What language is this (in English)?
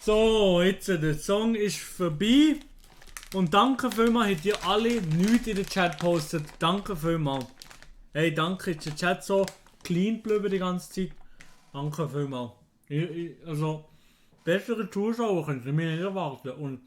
Swiss German